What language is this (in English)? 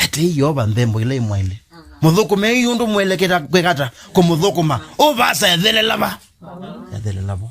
Kamba